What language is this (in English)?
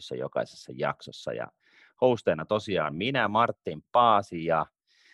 Finnish